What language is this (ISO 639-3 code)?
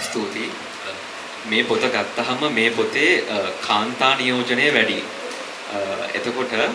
sin